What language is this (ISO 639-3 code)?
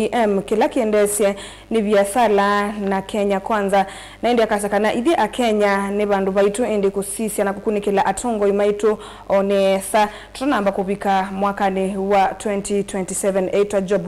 kam